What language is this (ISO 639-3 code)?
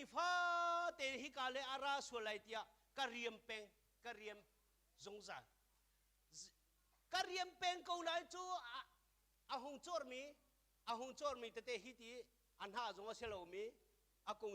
cnh